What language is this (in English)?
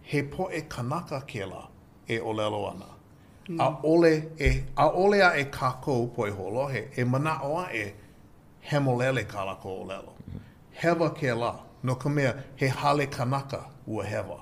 Hawaiian